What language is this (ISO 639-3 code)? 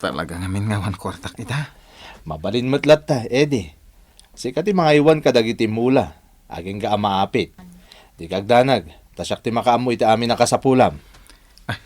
ilo